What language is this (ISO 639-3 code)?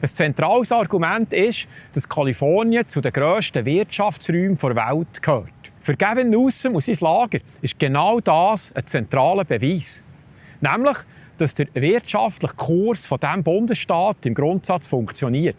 gsw